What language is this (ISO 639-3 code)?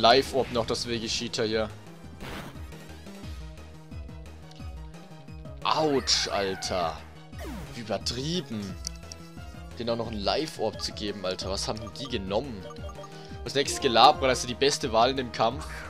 deu